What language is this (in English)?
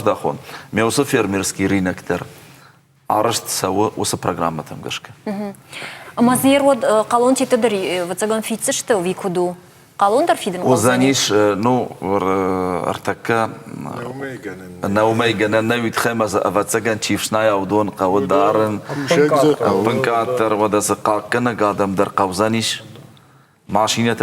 Ossetic